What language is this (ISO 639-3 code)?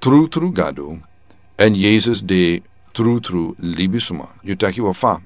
srn